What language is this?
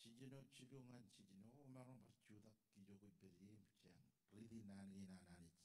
Marshallese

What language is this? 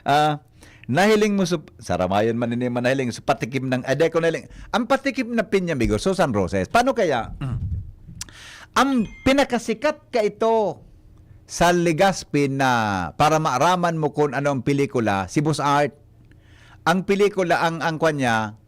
Bikol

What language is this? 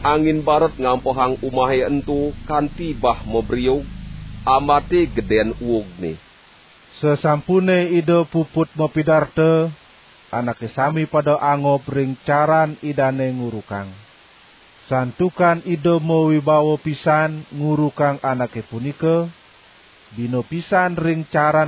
Balinese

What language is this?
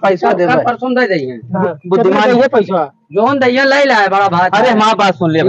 Awadhi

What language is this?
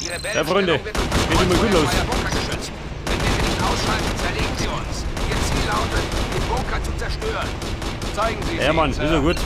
Bavarian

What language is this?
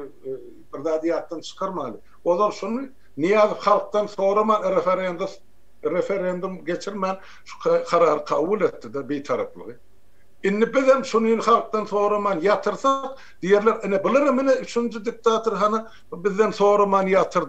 Turkmen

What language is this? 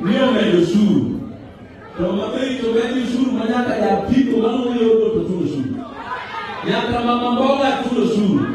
Luo (Kenya and Tanzania)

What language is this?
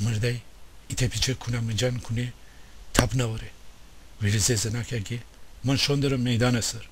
Gilaki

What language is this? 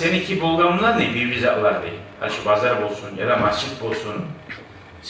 Kumyk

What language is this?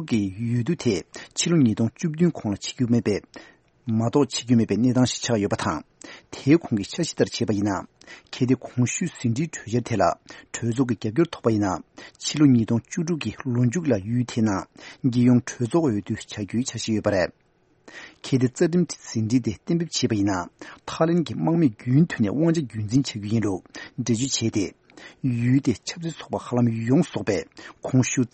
Tibetan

